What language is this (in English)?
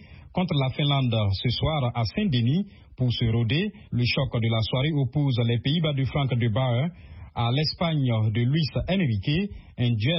French